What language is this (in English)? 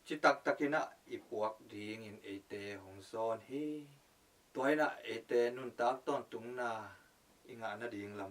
Tedim Chin